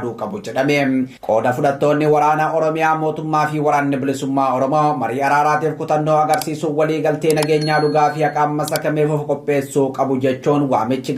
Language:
Oromo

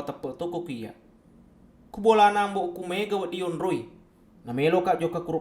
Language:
Buginese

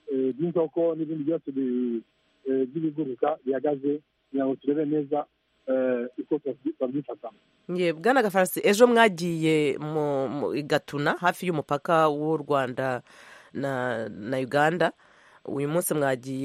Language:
Kinyarwanda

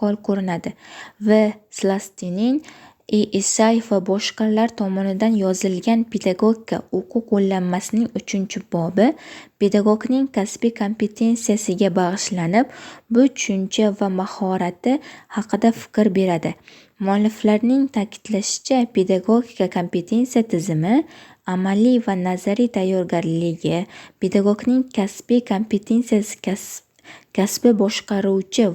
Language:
Uzbek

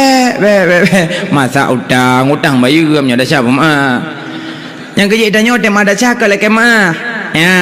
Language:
Achinese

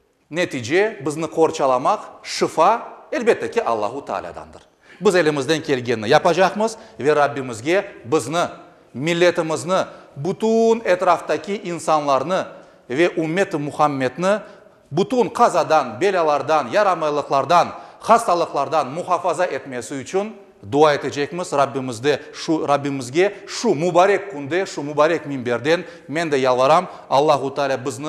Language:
Crimean Tatar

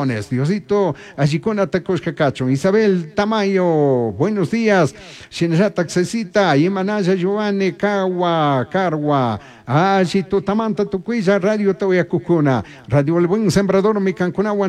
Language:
Chimborazo Highland Quichua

